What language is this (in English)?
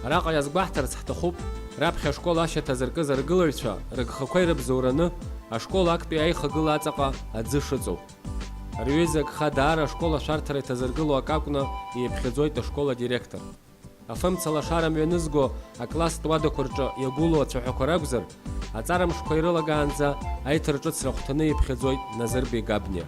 Abkhazian